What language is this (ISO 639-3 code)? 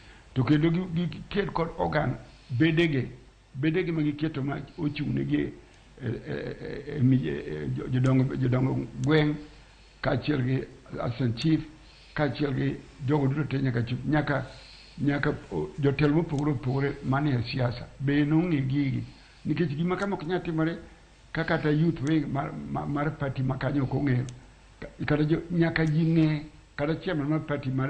luo